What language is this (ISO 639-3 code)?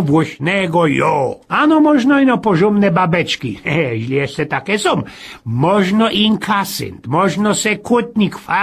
szl